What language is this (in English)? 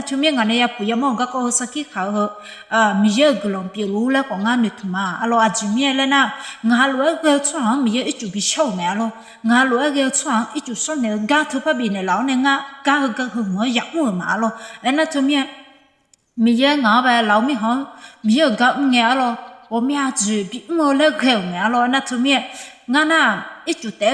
Akha